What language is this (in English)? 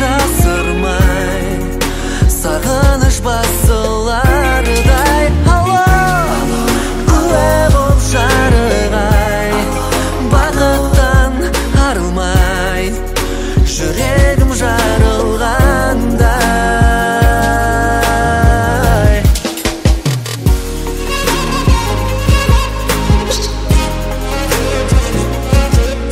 Kazakh